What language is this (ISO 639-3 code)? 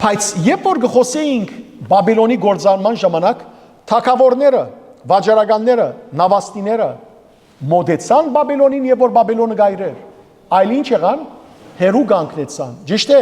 hyw